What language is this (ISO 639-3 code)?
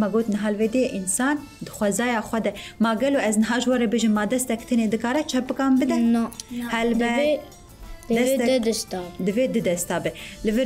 kur